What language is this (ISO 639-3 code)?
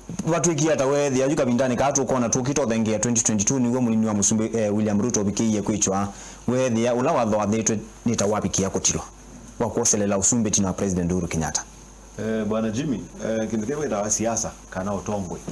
kam